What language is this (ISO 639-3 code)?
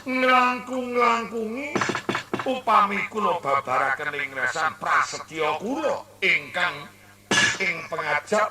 jav